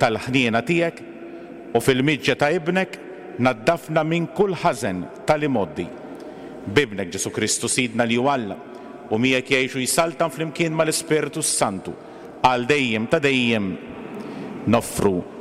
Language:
Maltese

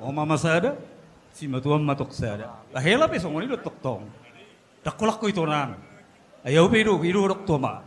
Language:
Batak Toba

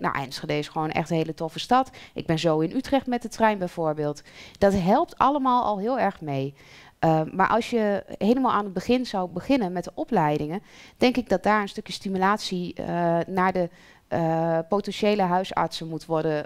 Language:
Dutch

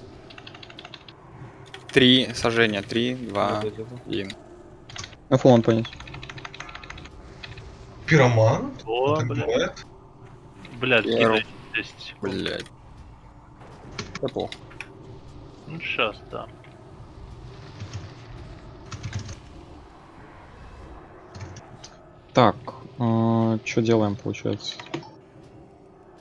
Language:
Russian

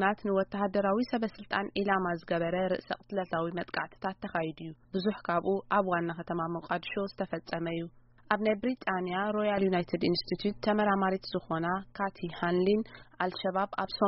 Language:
Tigrinya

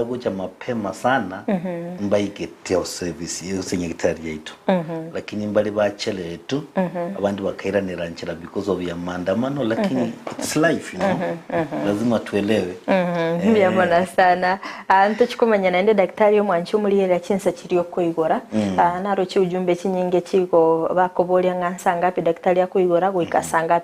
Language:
Gusii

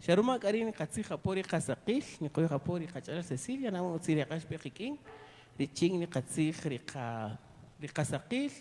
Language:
Kaqchikel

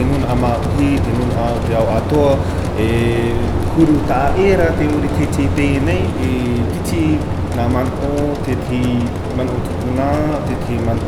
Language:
Tahitian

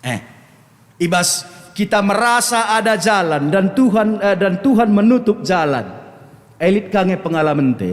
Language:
Batak Karo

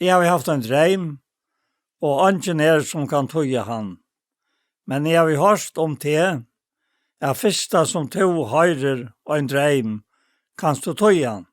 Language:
Faroese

